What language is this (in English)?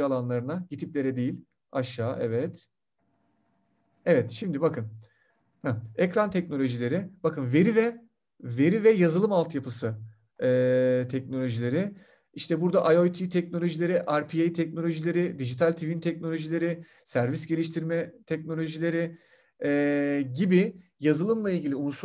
Turkish